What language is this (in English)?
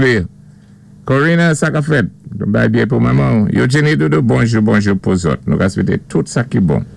Saint Lucian Creole French